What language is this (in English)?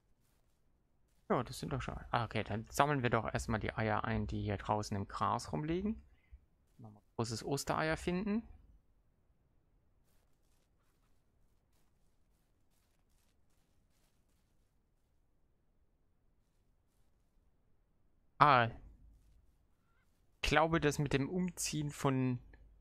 German